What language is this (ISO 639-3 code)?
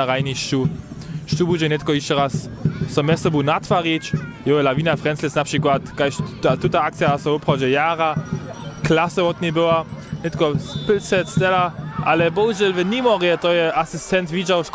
hsb